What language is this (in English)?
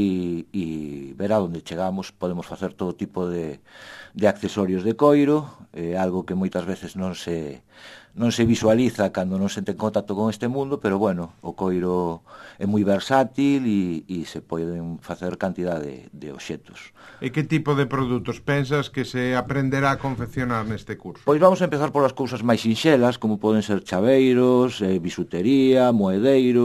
Galician